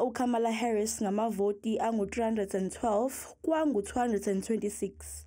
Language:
Zulu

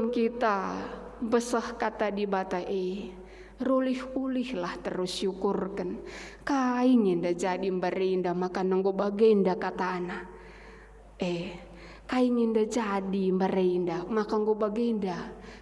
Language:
Batak Karo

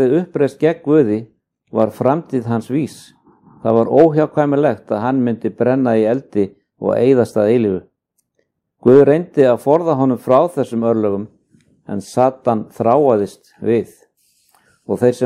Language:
Icelandic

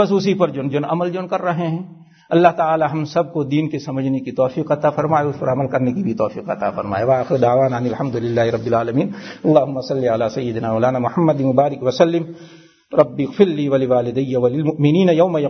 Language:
Urdu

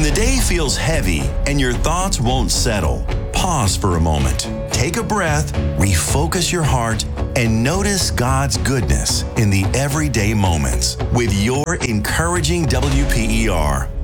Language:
English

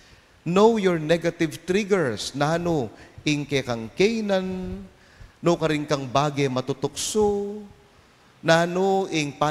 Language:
Pampanga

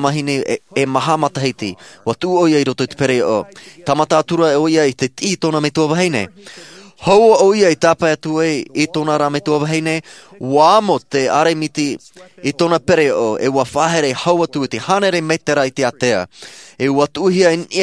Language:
Tahitian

